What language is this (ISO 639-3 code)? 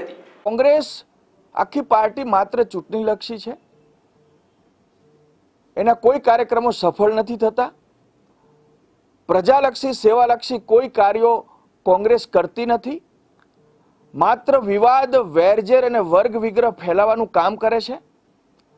guj